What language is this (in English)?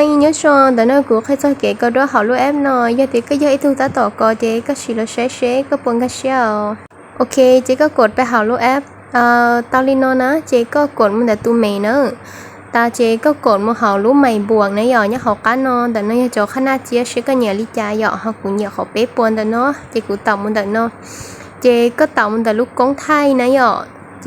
Hmong